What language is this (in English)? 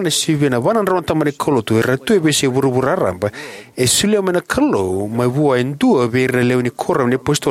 Fijian